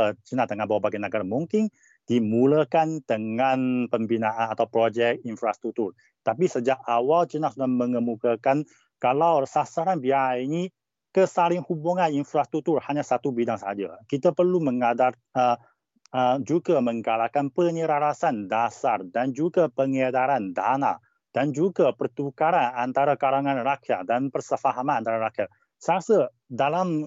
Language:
Malay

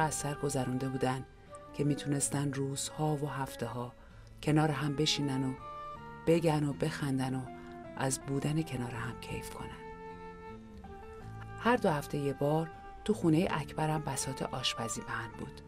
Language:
Persian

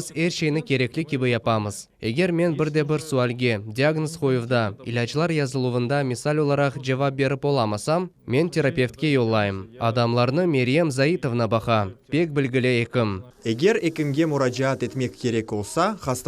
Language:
Crimean Tatar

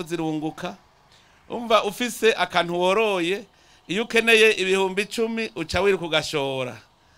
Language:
Rundi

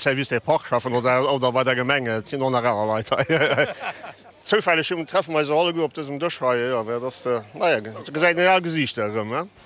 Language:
Luxembourgish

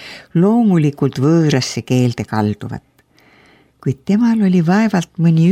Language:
Estonian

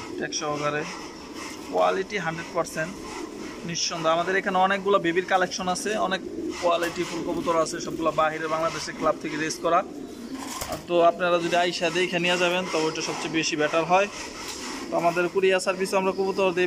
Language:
Bangla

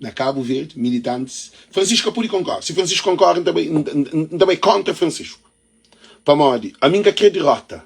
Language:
Kabuverdianu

